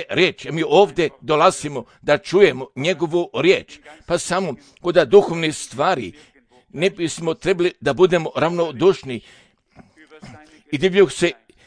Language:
Croatian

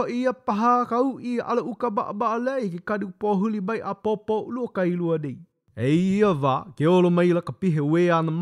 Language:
Hawaiian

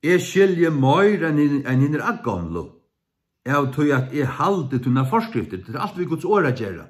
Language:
Faroese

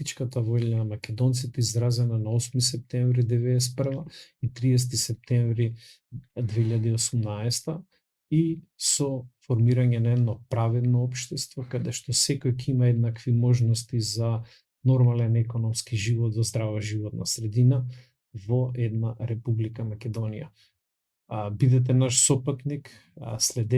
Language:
Macedonian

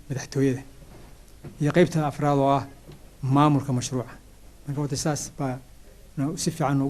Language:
Somali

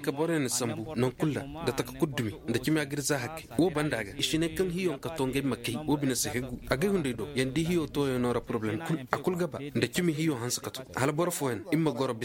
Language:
Koyraboro Senni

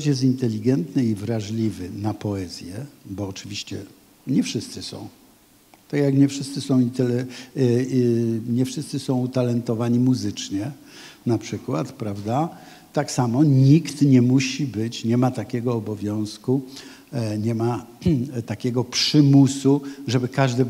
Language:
Polish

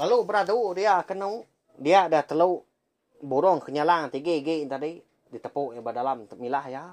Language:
Iban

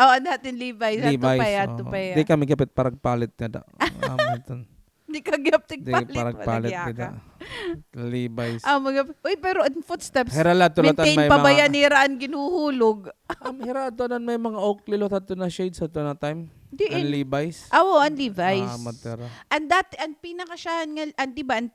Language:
Waray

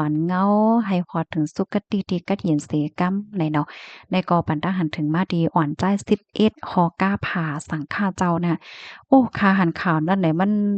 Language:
Shan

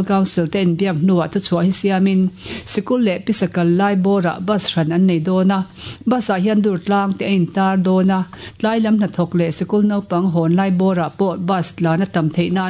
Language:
Mizo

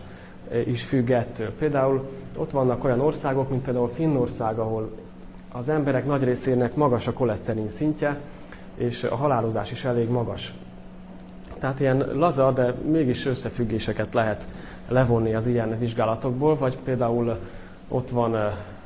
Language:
Hungarian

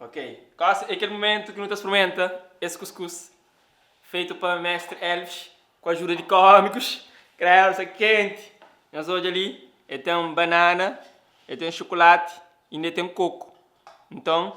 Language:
Kabuverdianu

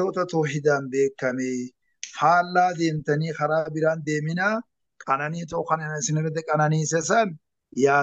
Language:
Oromo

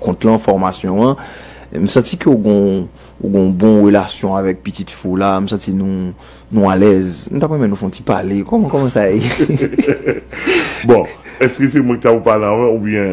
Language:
Haitian Creole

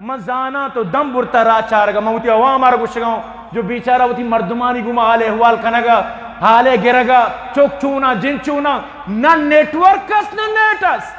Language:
Eastern Balochi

